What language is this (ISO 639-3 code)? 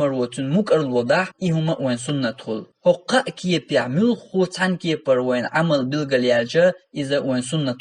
che